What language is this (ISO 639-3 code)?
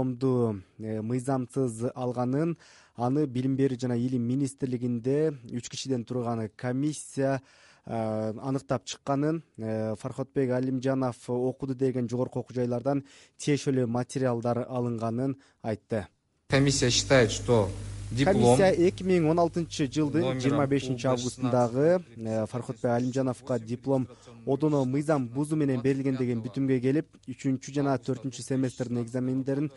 kir